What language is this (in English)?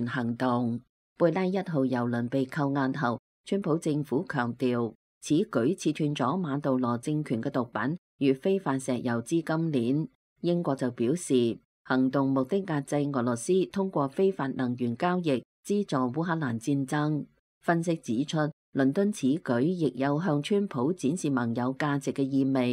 Cantonese